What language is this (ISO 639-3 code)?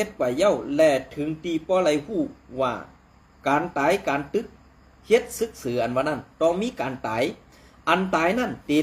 shn